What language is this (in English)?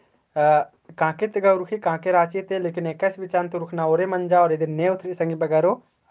Kurukh